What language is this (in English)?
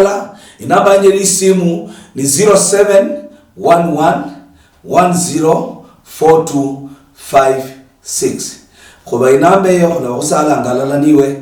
Luyia